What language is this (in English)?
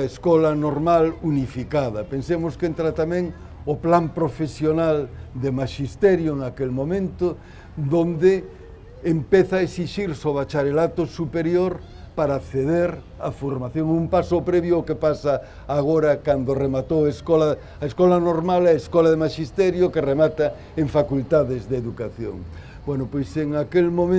Galician